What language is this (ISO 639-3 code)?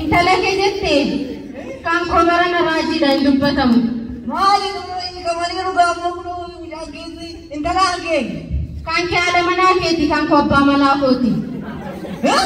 orm